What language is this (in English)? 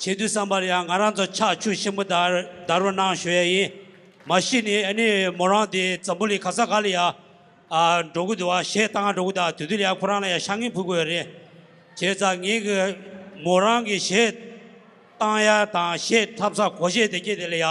Tibetan